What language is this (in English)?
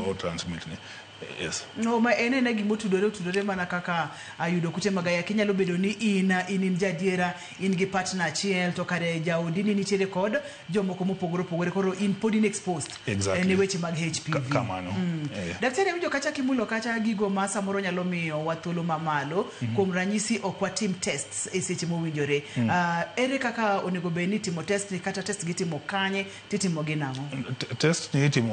Luo (Kenya and Tanzania)